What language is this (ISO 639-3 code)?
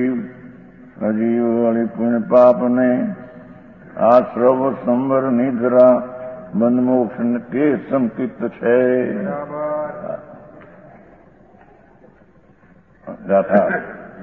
guj